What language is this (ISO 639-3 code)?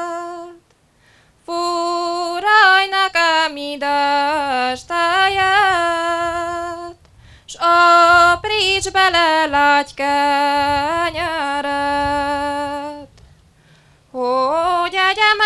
hun